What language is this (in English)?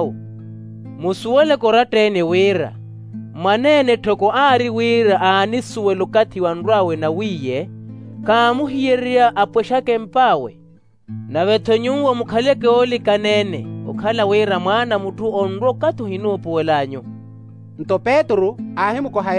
Makhuwa